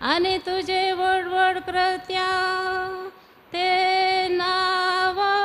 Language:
Konkani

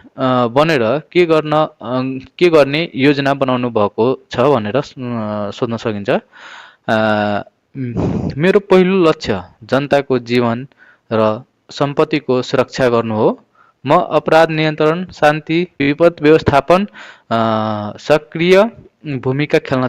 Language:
Nepali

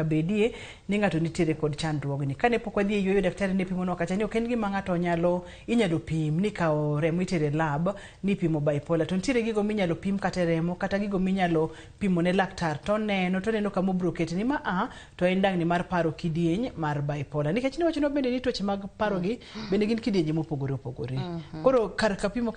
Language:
Luo (Kenya and Tanzania)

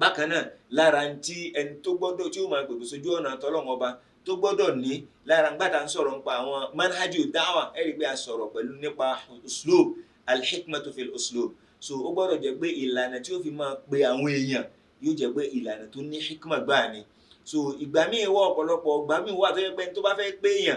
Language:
Yoruba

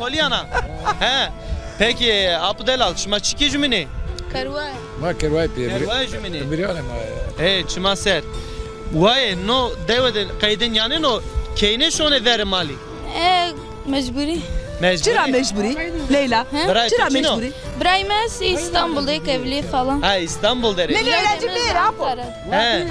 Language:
Zaza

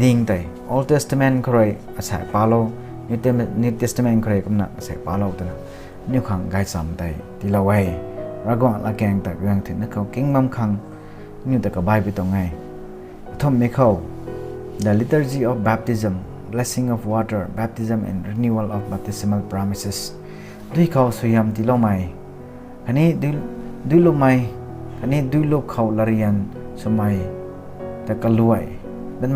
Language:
Rongmei Naga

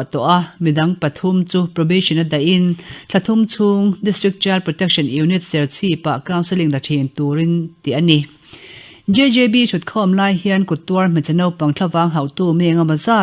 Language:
Mizo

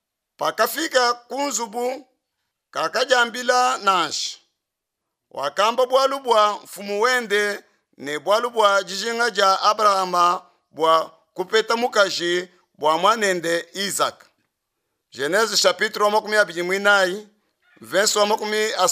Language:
Luba-Lulua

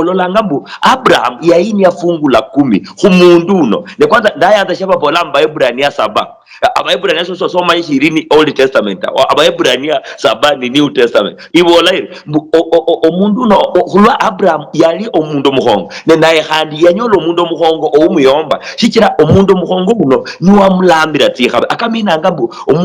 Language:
Luyia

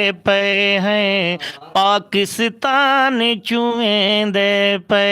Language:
Saraiki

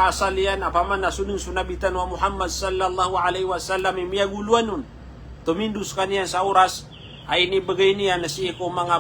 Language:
Maranao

